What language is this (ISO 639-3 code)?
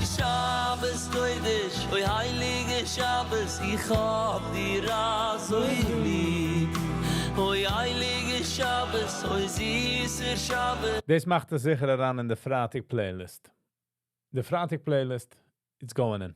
yid